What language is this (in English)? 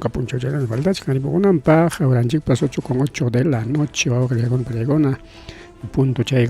Ayacucho Quechua